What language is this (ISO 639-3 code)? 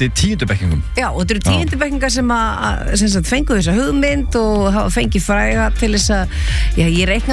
isl